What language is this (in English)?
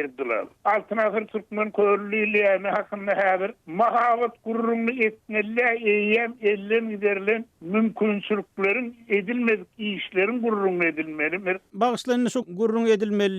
Turkmen